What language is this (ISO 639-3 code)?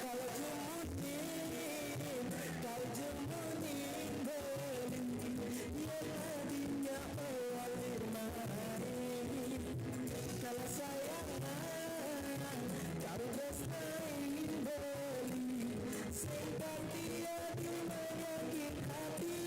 ban